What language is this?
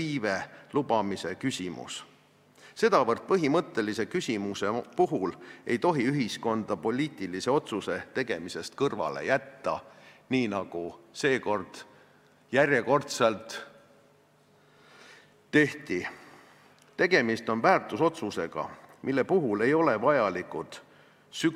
Estonian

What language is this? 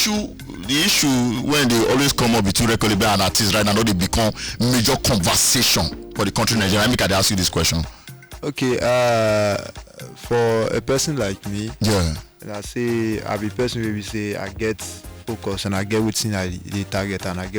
Nigerian Pidgin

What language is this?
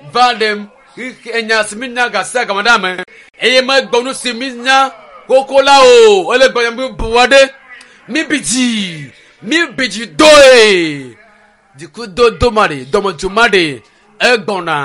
Ewe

